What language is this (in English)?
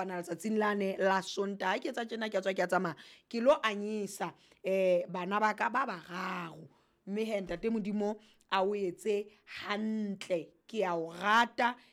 Southern Sotho